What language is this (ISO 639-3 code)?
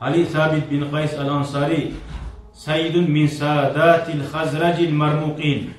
kum